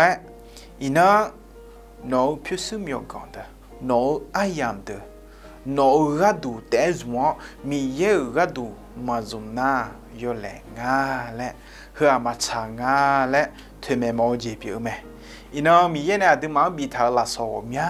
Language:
Akha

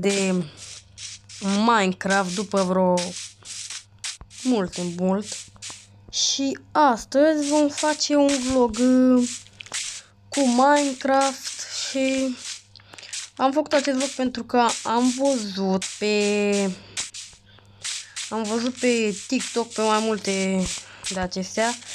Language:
Romanian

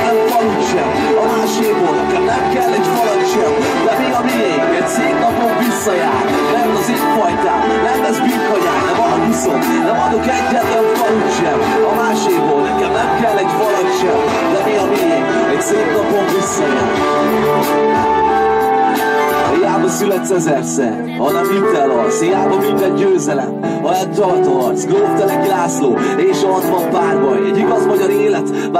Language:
Hungarian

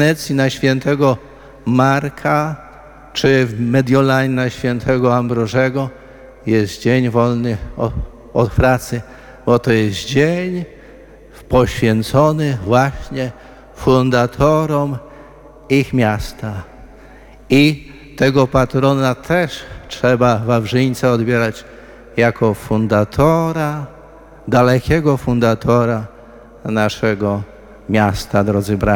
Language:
Polish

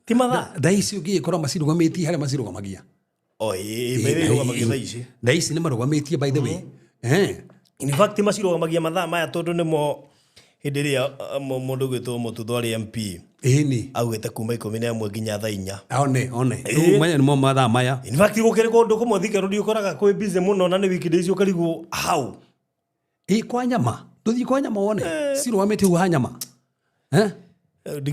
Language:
Kikuyu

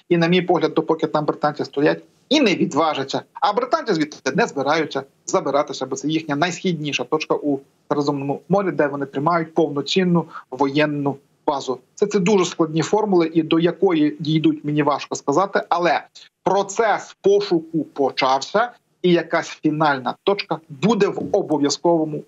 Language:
Ukrainian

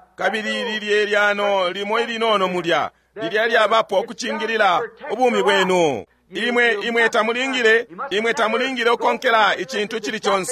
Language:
Bemba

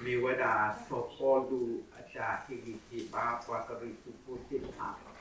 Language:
S'gaw Karen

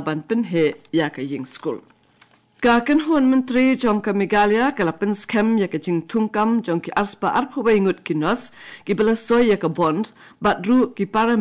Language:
Khasi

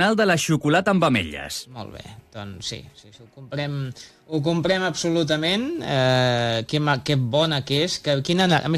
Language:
Catalan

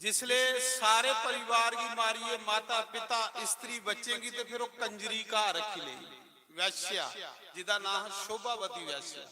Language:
Dogri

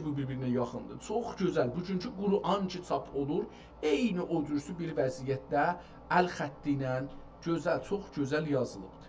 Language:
South Azerbaijani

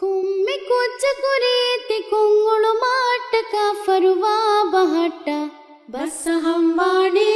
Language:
Divehi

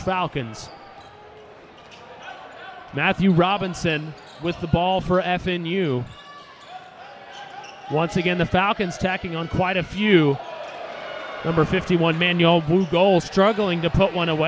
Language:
English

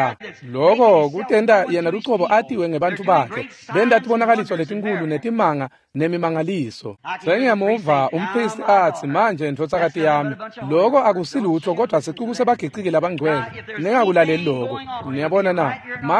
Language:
Swati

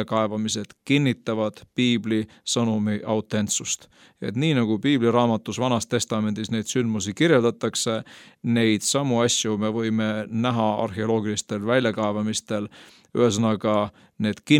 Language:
Estonian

